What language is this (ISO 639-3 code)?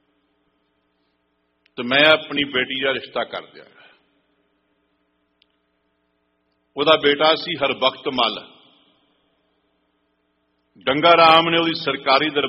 pan